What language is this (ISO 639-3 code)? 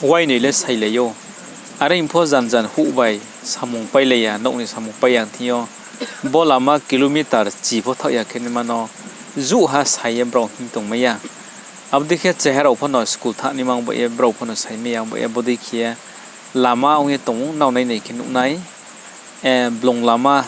ria